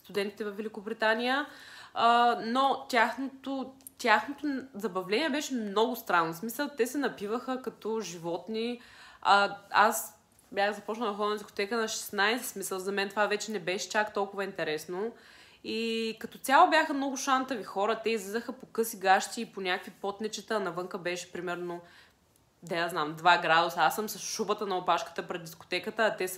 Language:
Bulgarian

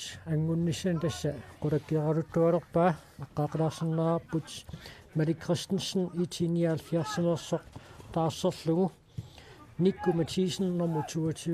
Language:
Kalaallisut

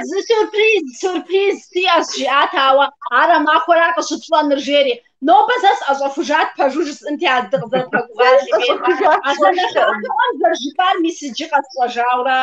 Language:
Kabardian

